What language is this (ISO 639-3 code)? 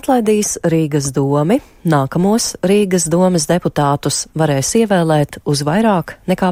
lav